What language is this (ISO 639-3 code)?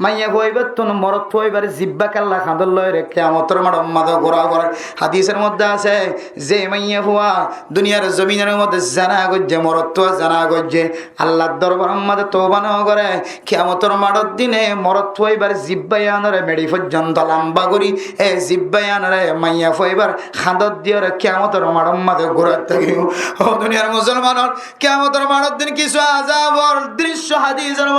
rhg